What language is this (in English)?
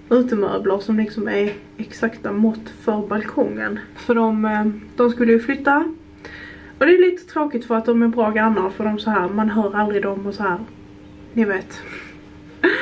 Swedish